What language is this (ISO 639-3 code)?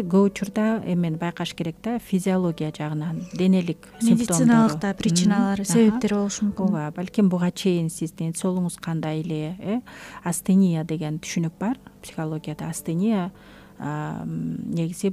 kir